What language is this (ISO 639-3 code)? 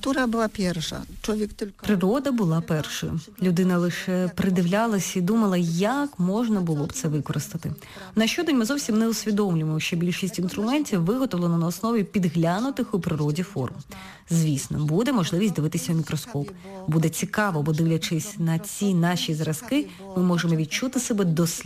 ukr